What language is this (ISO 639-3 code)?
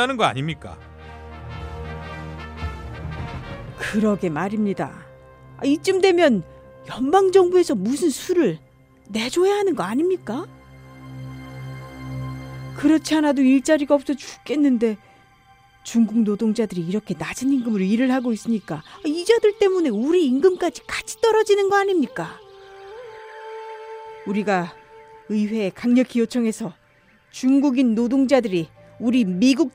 kor